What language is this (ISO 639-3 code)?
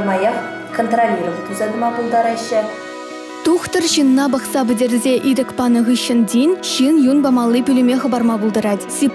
chv